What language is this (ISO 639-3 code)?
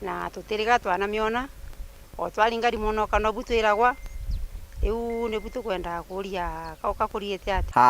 mer